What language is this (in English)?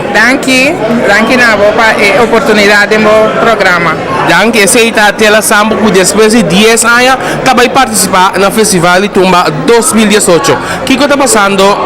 Papiamento